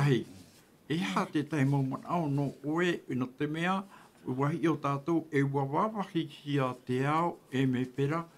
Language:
Tahitian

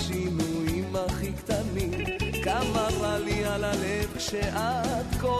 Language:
Hebrew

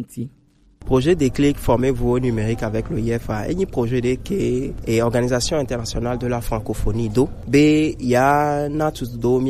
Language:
Gen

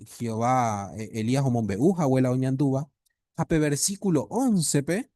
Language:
Guarani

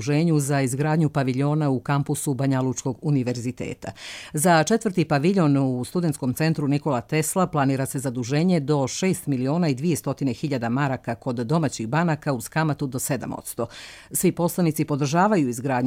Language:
Croatian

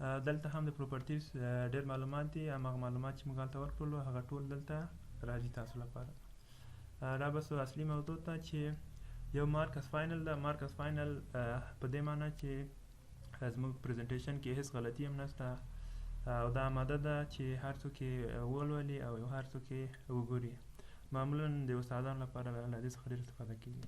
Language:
Pashto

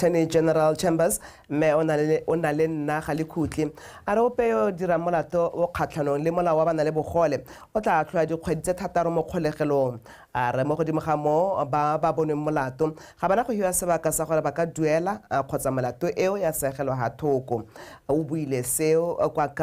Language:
Tswana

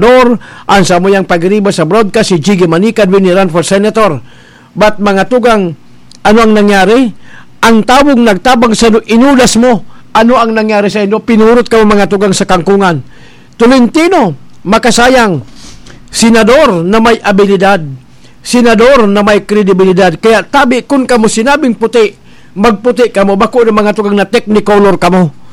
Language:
Bikol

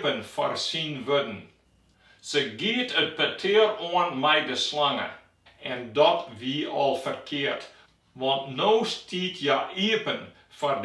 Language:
Western Frisian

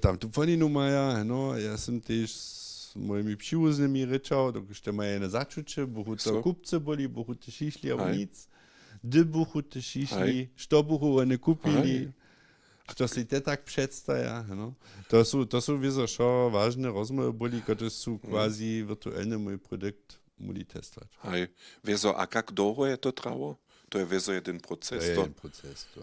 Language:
Upper Sorbian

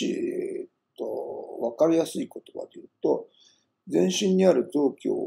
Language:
Japanese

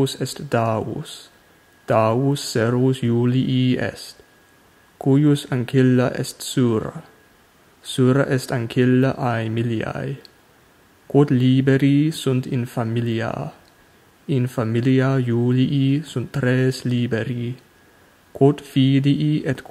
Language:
Latin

